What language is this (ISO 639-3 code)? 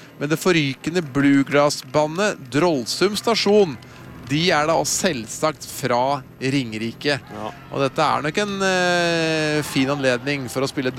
nor